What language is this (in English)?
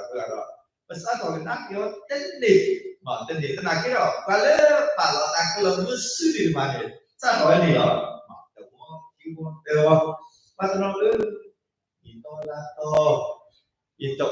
S'gaw Karen